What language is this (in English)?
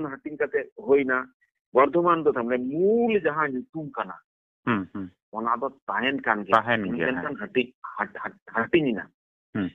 Santali